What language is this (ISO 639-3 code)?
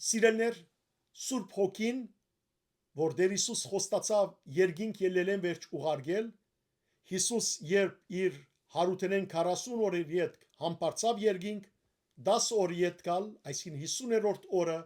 hyw